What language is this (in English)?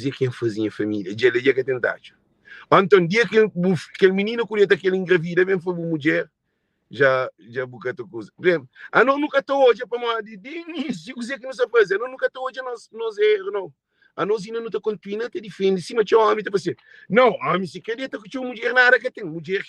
Kabuverdianu